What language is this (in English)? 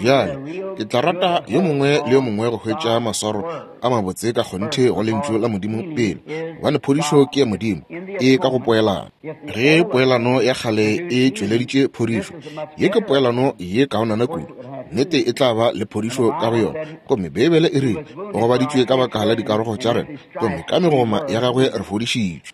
Northern Sotho